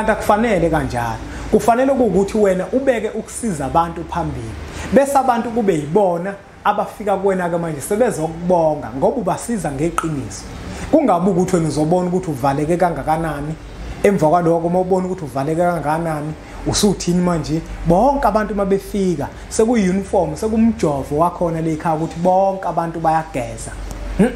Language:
Zulu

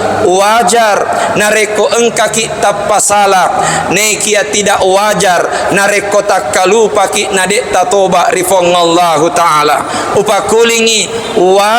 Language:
Buginese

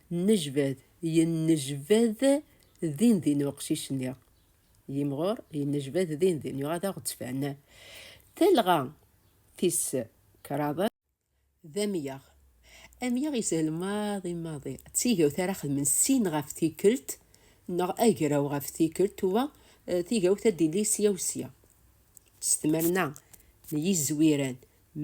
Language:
Kabyle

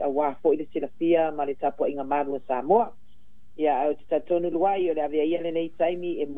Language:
Samoan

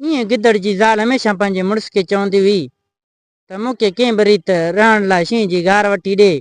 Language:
Sindhi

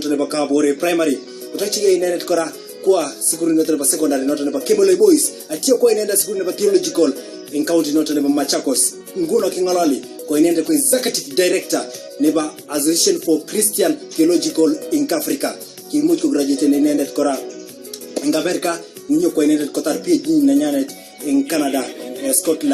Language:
Kalenjin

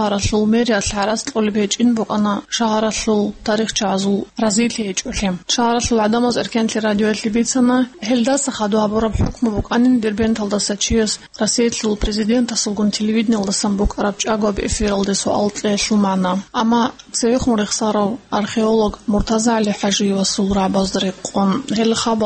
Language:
Avaric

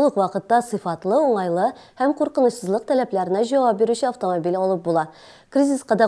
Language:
Tatar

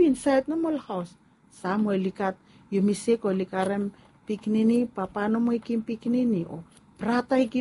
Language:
Bislama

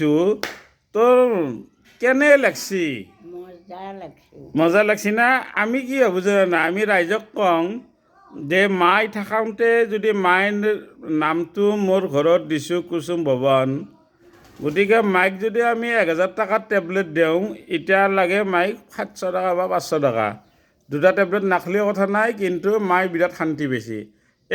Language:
Assamese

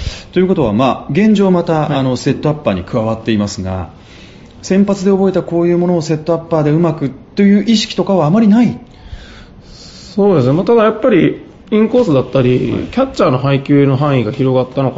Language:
Japanese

